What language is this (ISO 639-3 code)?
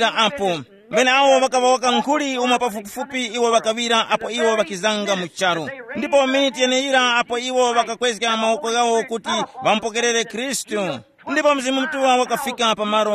tum